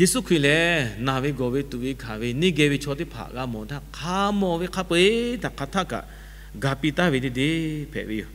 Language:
Lahu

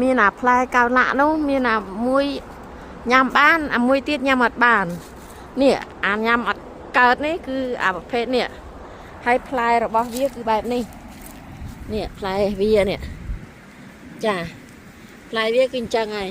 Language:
Khmer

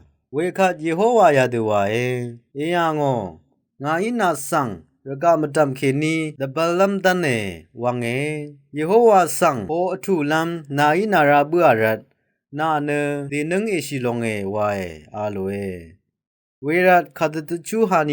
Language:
Rawang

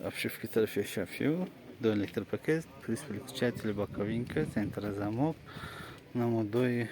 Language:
Tajik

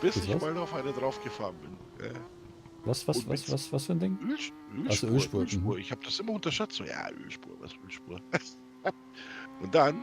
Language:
Bavarian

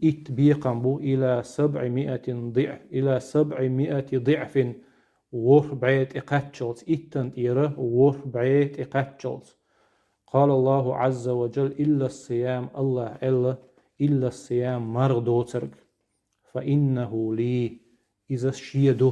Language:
Chechen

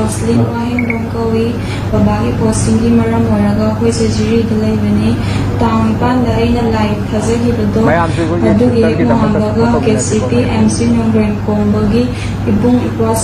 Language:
Manipuri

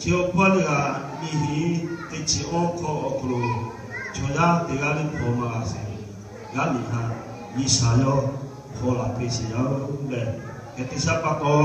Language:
Lahu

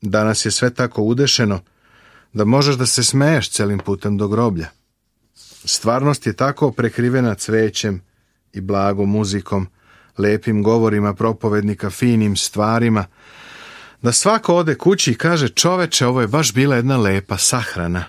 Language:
Serbian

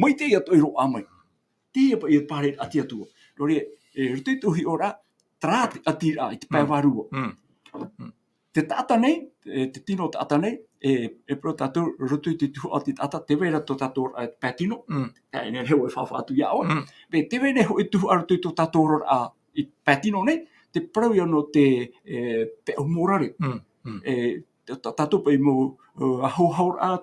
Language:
Tahitian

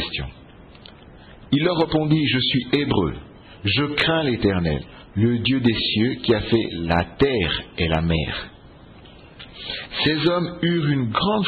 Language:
French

